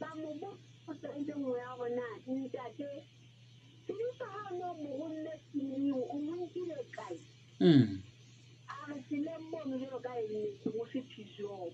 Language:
Southern Sotho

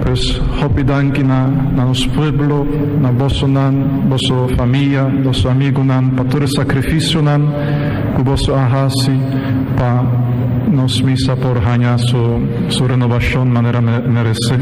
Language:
Papiamento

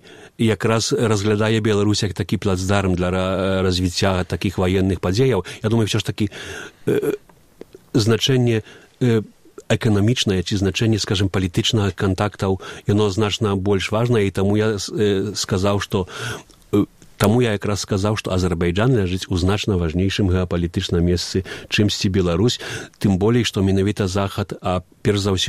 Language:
Belarusian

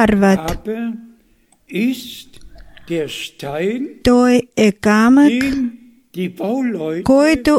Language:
Bulgarian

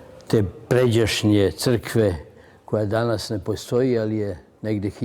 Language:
Serbian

